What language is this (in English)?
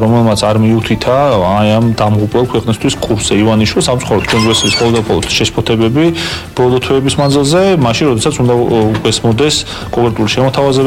Georgian